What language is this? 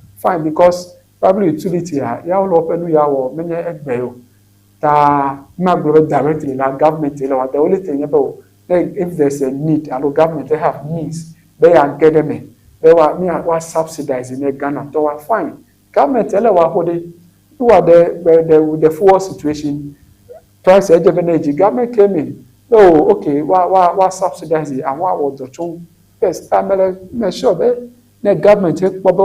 Ewe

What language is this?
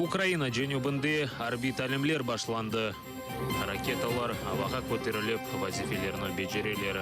Crimean Tatar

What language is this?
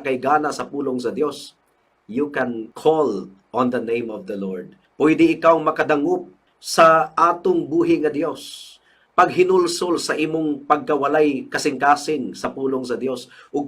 Cebuano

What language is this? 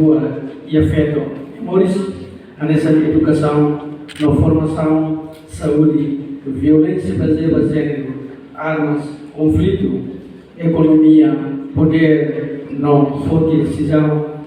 Tetum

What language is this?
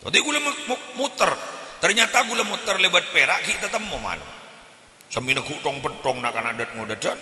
Madurese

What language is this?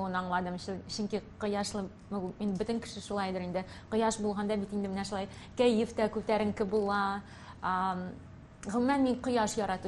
Tatar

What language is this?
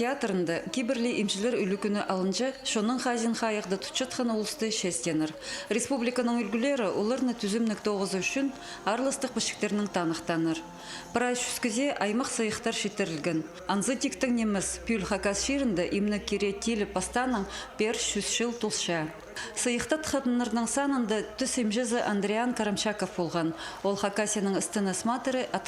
Khakas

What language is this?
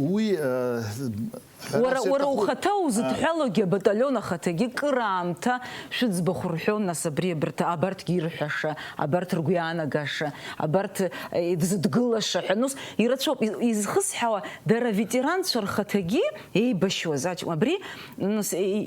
Abkhazian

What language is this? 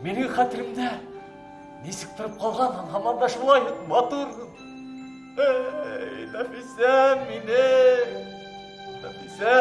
Bashkir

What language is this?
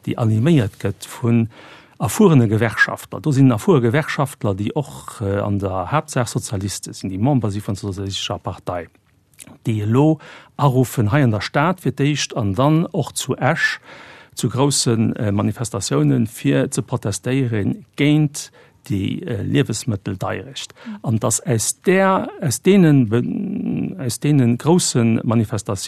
Luxembourgish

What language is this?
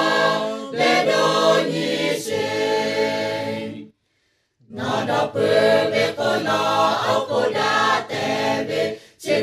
Lahu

